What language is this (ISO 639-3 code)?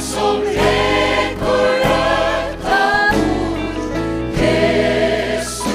fao